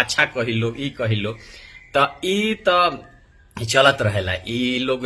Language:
Bhojpuri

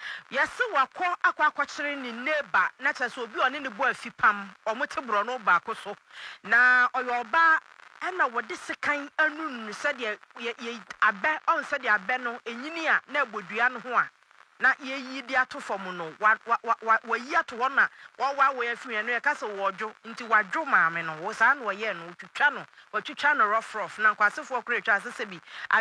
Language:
Akan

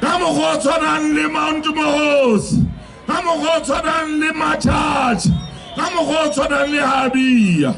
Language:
Southern Sotho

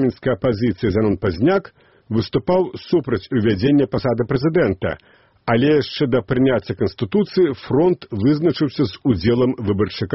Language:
Belarusian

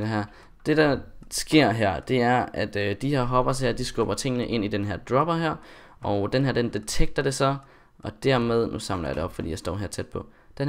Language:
Danish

